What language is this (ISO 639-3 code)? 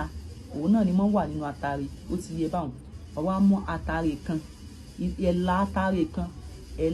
yor